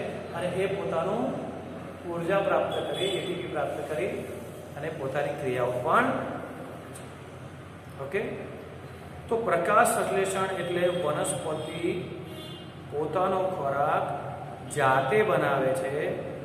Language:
Gujarati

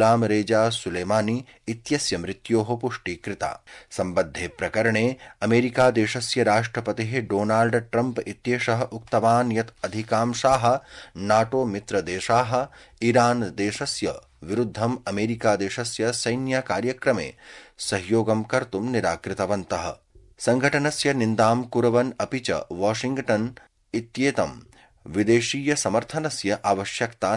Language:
Sanskrit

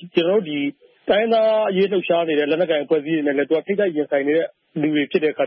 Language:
Burmese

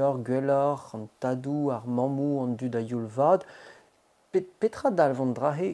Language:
Breton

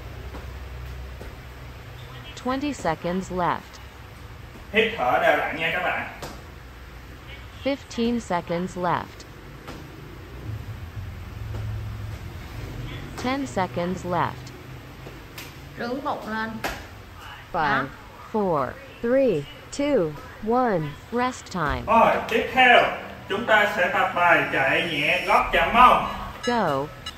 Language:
Vietnamese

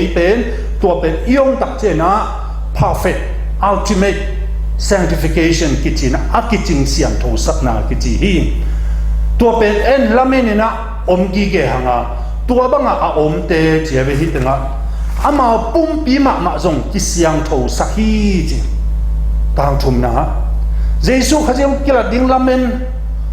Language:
Tedim Chin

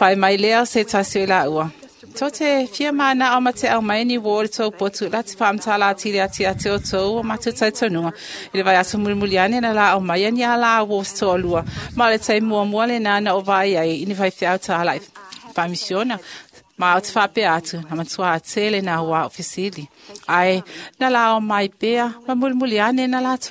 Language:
Samoan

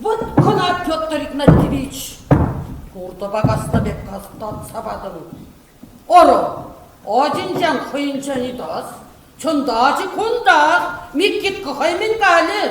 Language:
Chuvash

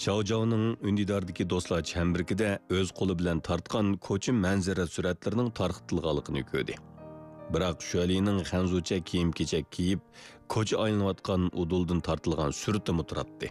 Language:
Uyghur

